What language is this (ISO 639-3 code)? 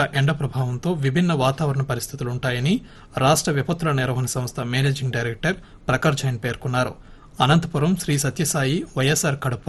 tel